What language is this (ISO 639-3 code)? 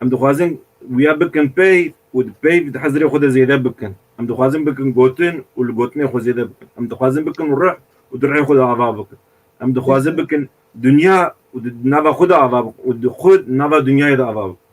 kur